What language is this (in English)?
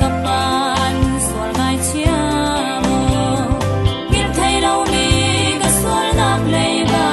Falam Chin